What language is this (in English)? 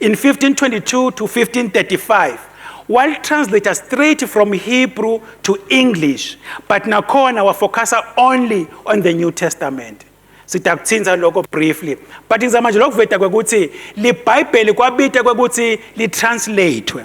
Swati